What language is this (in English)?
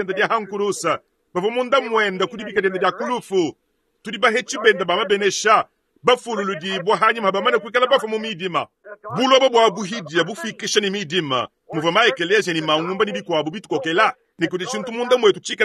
Luba-Lulua